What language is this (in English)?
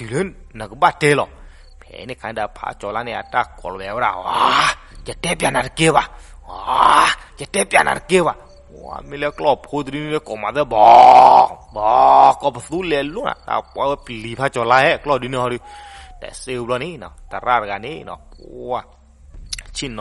S'gaw Karen